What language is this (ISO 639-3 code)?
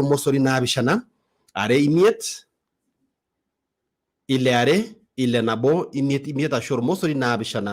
mas